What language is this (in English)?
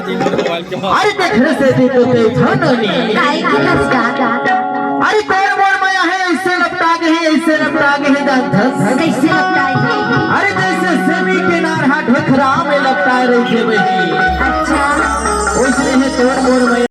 Chhattisgarhi